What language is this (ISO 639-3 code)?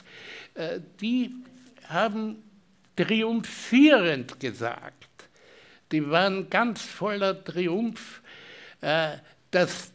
deu